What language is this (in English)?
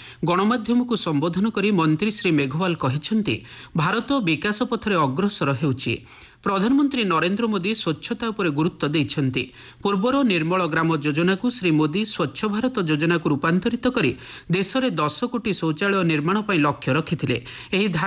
Odia